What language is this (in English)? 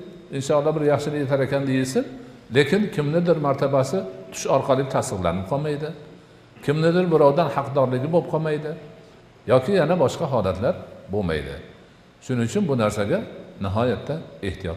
Uzbek